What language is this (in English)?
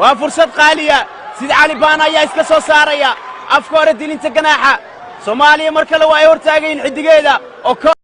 Somali